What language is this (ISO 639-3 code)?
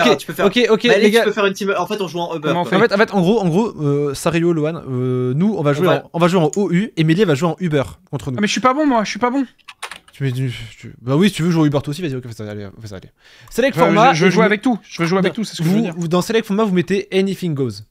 fra